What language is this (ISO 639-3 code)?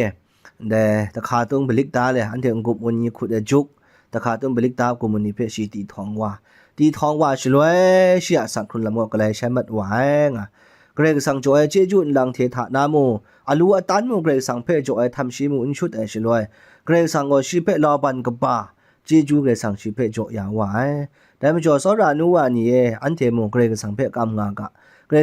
kac